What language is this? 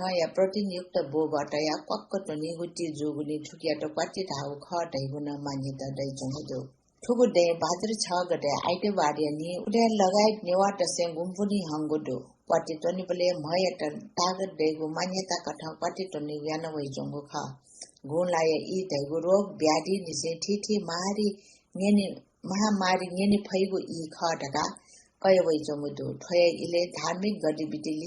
Newari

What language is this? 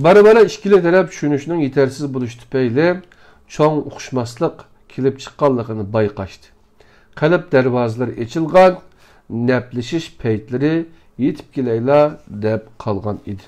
Uyghur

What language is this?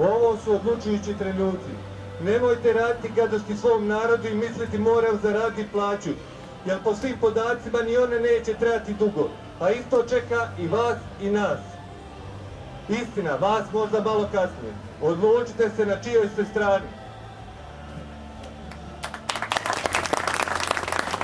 Croatian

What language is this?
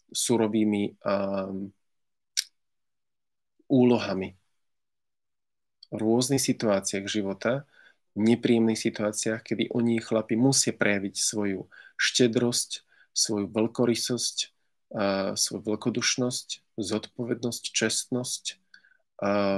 Slovak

